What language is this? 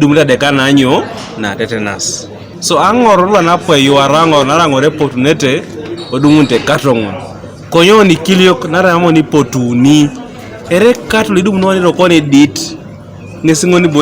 Teso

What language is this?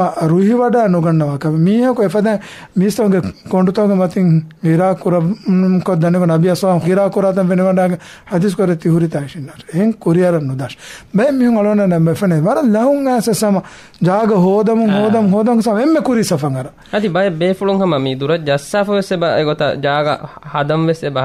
Divehi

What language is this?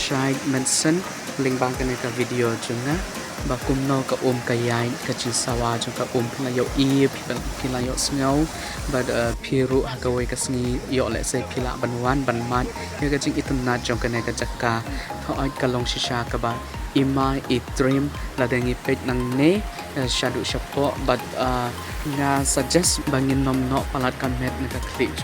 Khasi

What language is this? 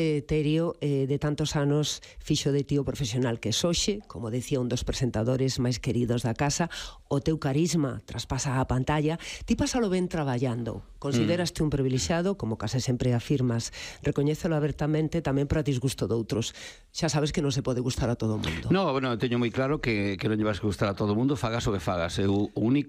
Galician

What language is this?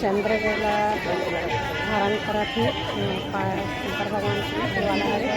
Chhattisgarhi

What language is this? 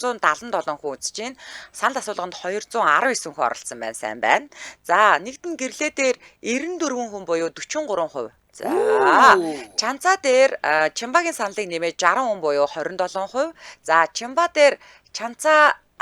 Mongolian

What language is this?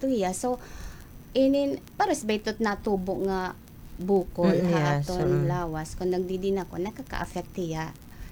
Waray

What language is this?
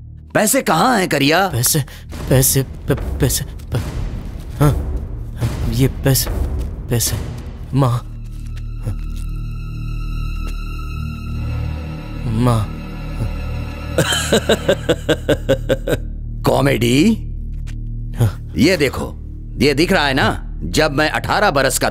Hindi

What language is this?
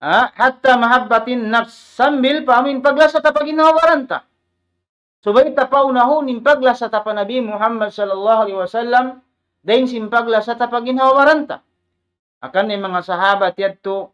Tausug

